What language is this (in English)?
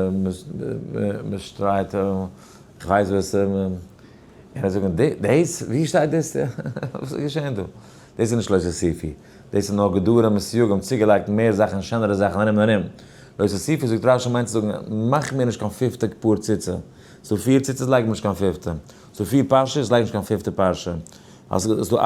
Yiddish